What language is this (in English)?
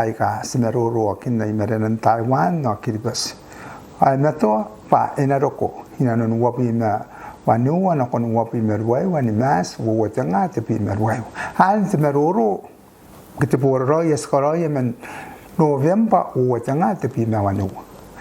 Gilbertese